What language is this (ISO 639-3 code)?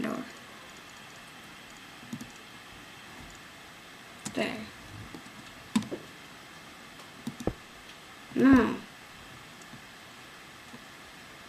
eng